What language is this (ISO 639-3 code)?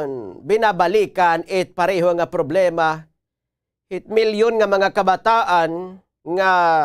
war